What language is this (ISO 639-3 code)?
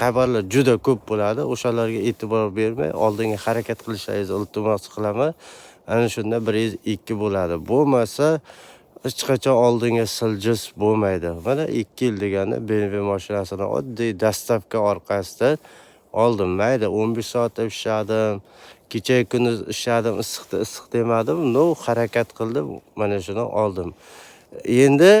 uzb